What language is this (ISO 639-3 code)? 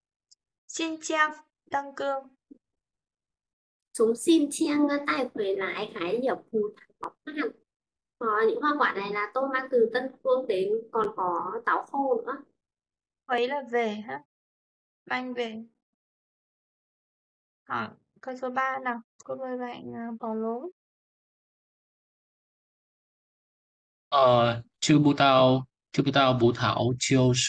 vie